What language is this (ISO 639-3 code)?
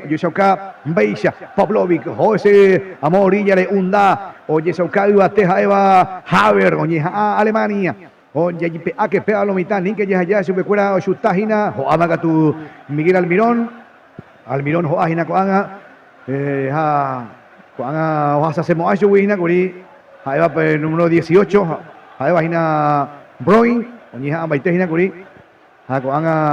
grn